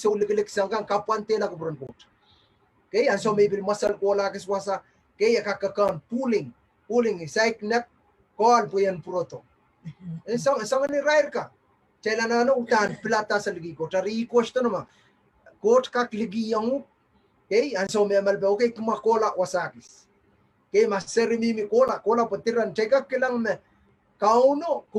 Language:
Pohnpeian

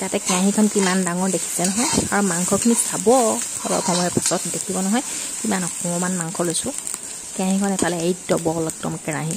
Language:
Assamese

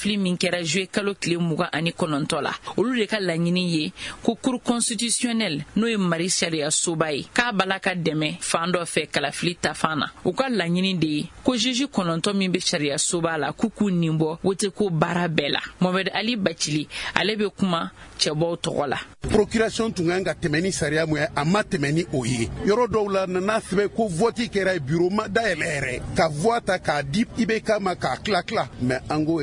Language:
Bambara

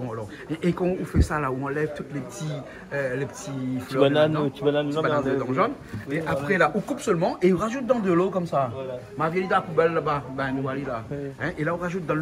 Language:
Réunion Creole French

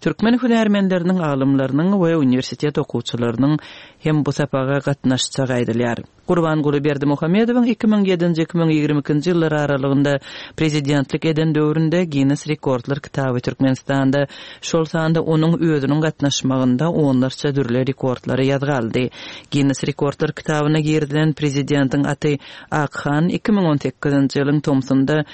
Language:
Turkmen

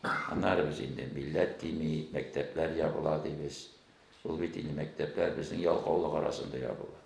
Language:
Tatar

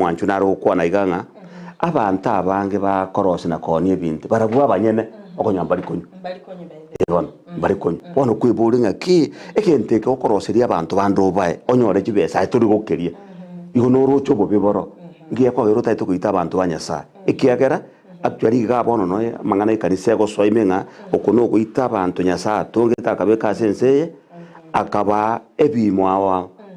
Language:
Gusii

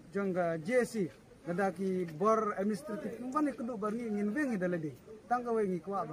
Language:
Khasi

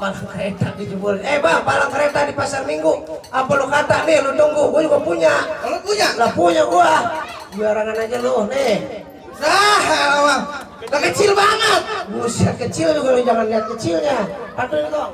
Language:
Betawi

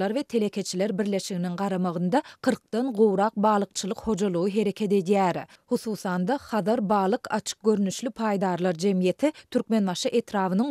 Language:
Turkmen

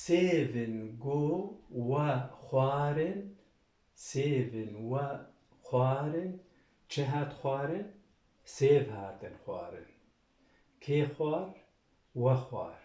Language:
Kurdish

